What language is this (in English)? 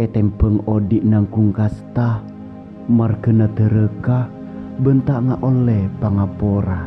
Madurese